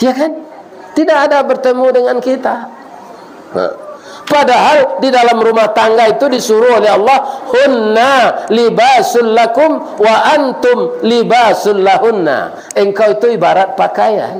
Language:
Minangkabau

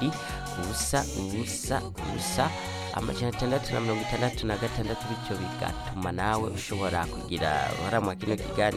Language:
Rundi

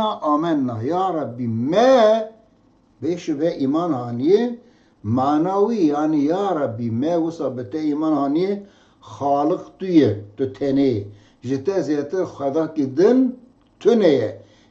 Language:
Kurdish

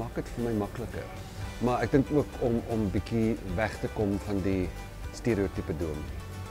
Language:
Afrikaans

